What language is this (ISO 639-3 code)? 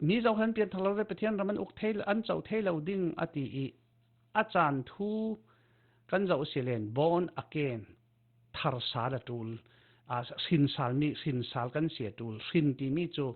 cfm